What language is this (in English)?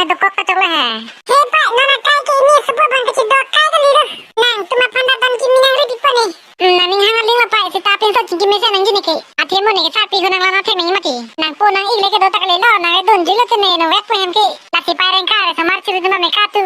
Karbi